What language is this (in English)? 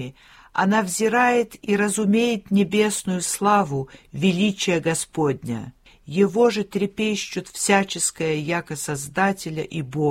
Russian